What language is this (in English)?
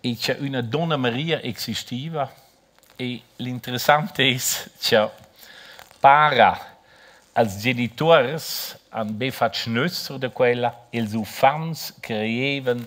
Romansh